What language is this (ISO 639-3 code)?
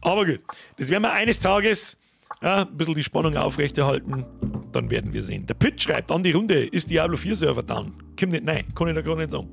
bar